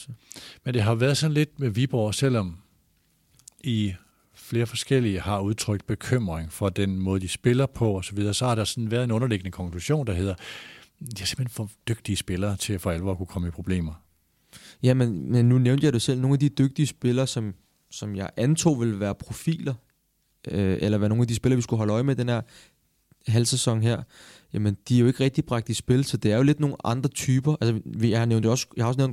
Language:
Danish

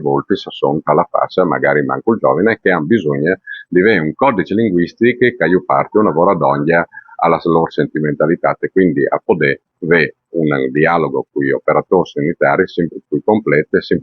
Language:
Friulian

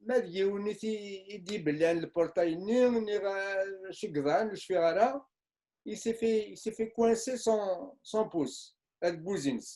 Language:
Kabyle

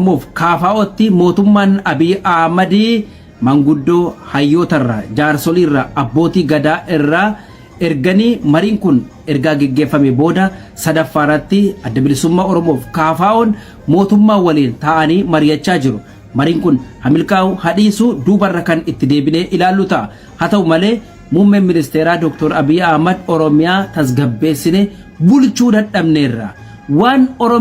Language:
Oromo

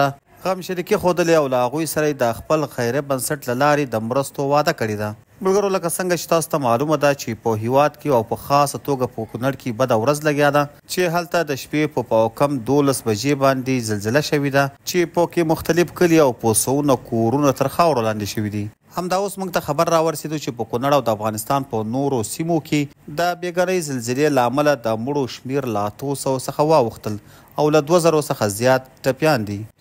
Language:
Pashto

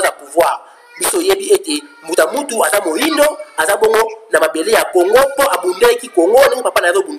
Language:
Lingala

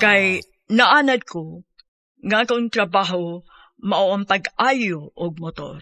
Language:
Cebuano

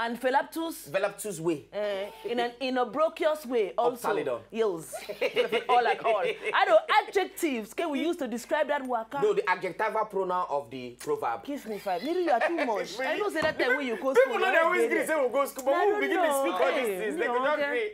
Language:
Nigerian Pidgin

